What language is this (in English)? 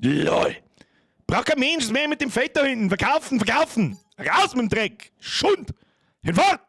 Bavarian